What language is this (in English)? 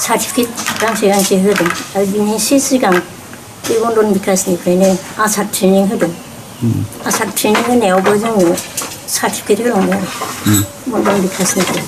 Bodo